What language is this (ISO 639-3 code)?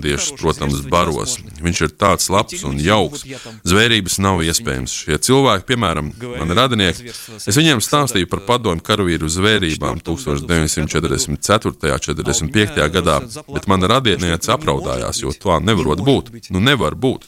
lav